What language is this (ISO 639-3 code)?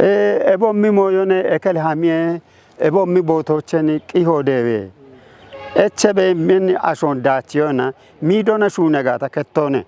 kbr